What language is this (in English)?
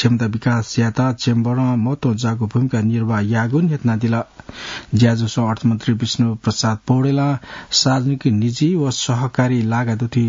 Newari